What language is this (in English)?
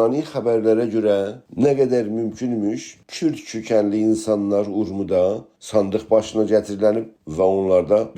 South Azerbaijani